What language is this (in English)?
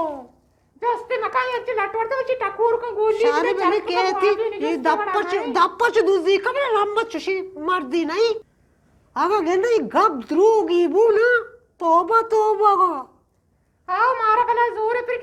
Eastern Balochi